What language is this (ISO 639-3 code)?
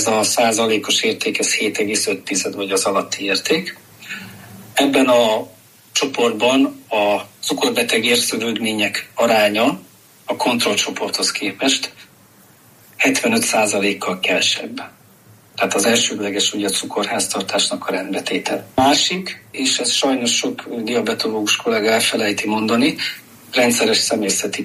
hun